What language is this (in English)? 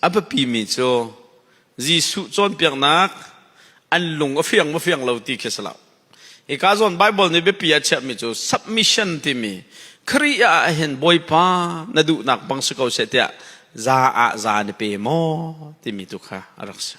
Hakha Chin